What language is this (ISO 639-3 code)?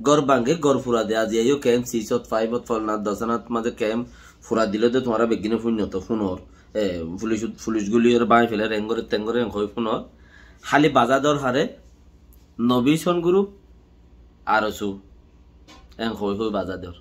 rhg